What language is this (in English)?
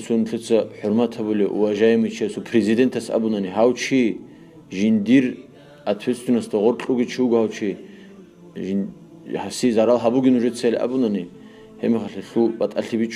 Avaric